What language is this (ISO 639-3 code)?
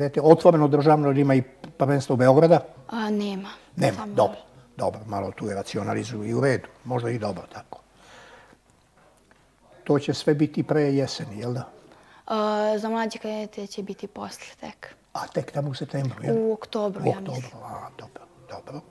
srp